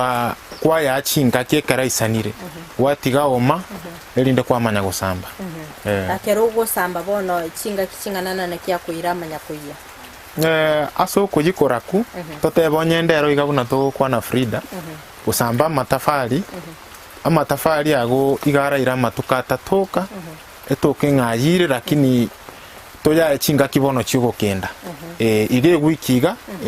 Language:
Gusii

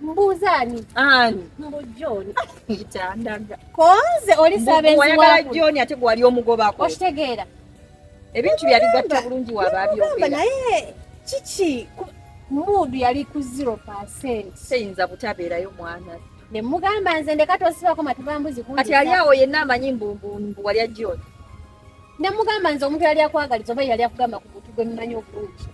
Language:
Ganda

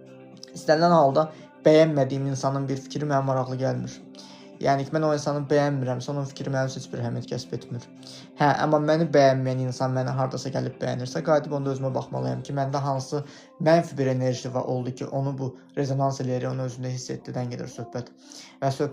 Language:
Azerbaijani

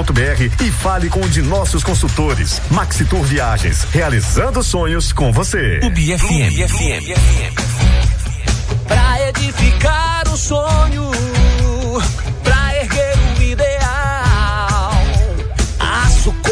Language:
Portuguese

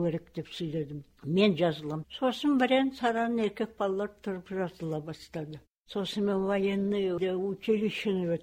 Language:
Kazakh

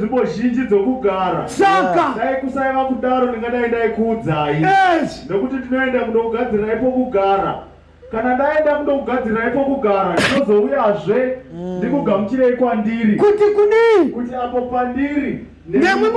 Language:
Shona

